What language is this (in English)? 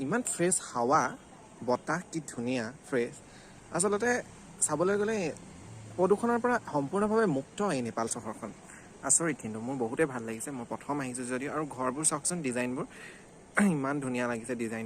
Assamese